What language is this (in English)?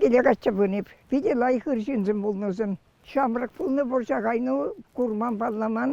Chuvash